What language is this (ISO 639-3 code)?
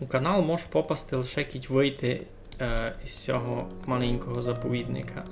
rue